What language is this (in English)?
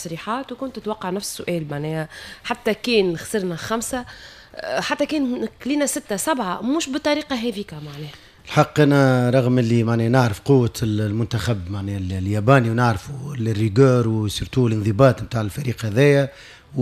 Tunisian Arabic